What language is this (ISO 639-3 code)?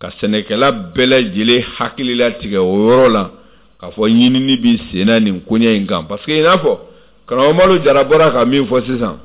bam